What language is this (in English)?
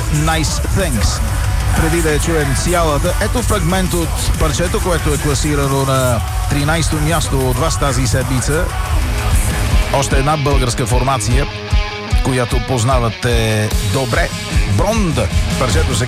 Bulgarian